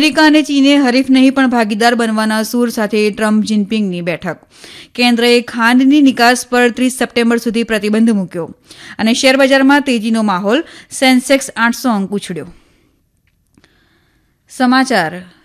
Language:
Gujarati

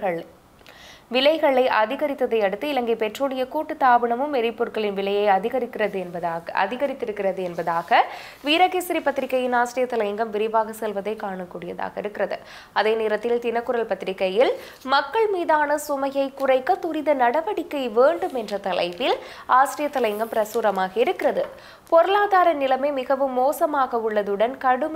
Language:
Tamil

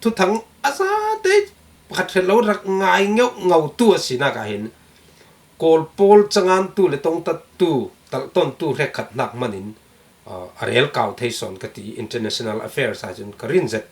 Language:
Falam Chin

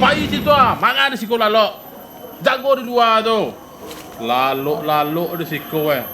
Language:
Minangkabau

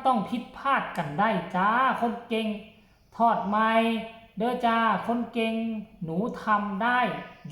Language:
Northeastern Thai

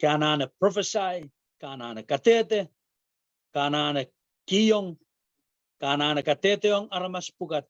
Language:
Pohnpeian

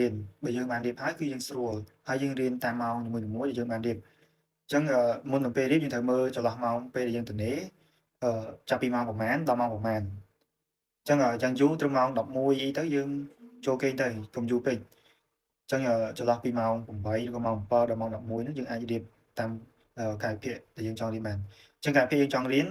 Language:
Khmer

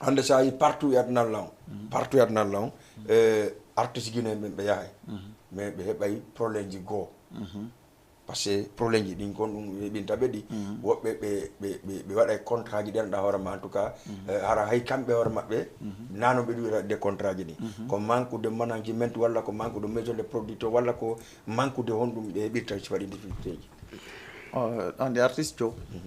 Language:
Fula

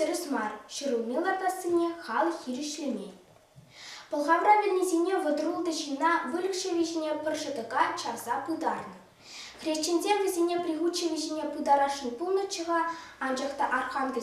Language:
Chuvash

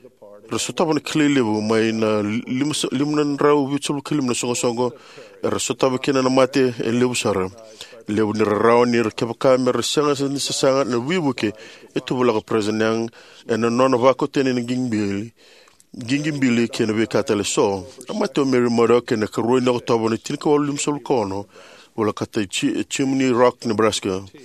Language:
Fijian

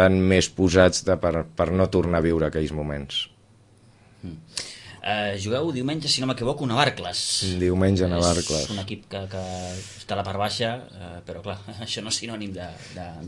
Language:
Catalan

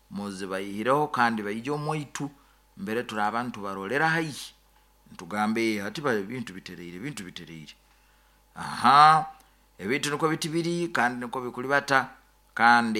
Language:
Nyoro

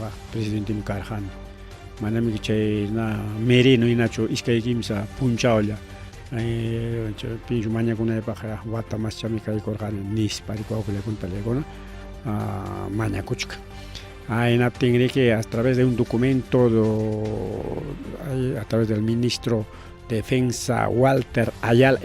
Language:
Ayacucho Quechua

